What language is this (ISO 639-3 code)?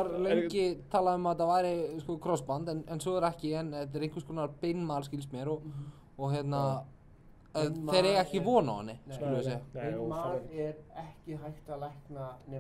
isl